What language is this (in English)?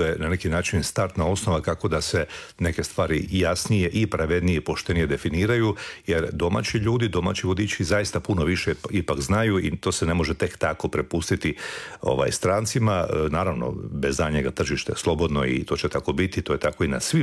Croatian